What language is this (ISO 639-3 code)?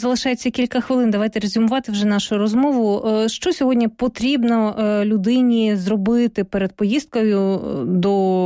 ukr